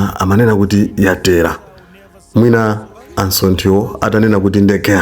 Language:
Nyanja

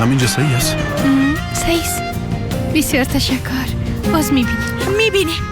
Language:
Persian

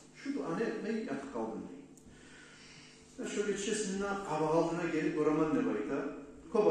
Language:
Kumyk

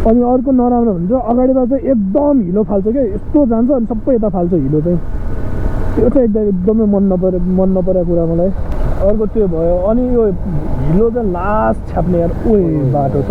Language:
Nepali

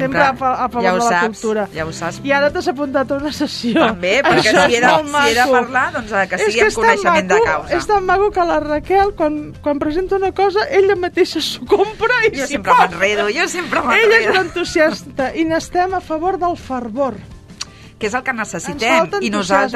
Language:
Catalan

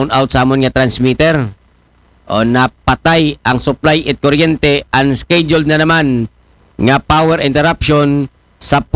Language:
Aklanon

